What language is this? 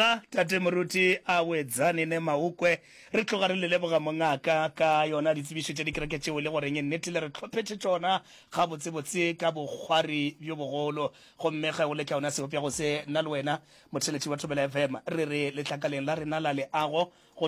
Northern Sotho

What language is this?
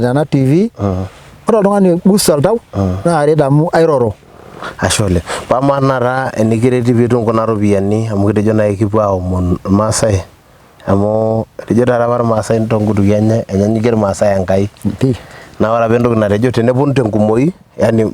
Masai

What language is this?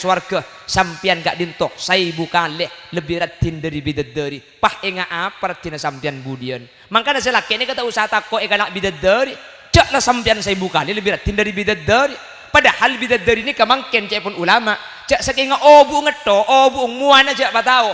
Madurese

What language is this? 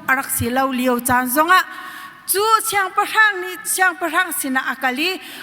Hakha Chin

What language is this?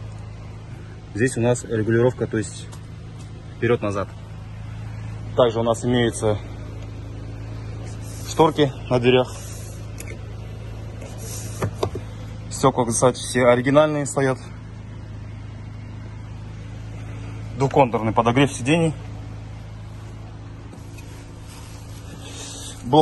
Russian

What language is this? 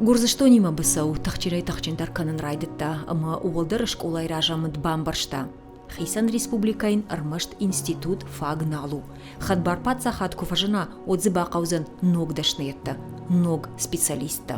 Ossetic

